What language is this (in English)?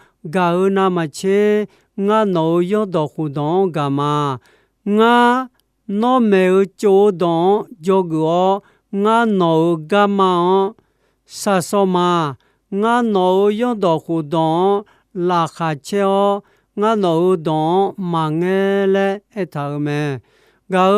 Akha